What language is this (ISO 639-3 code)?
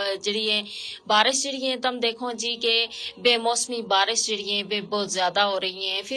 gju